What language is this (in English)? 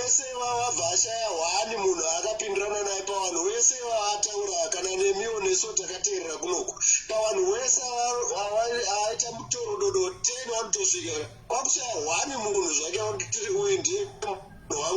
Shona